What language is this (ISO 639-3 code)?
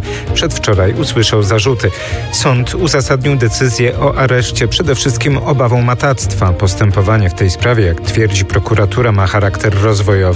pol